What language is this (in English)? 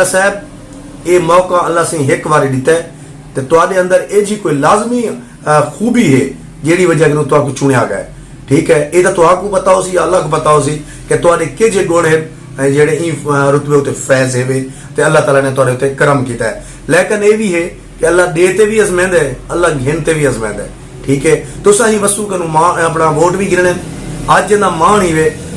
Saraiki